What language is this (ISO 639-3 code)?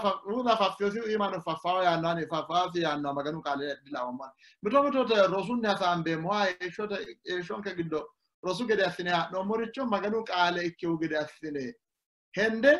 sid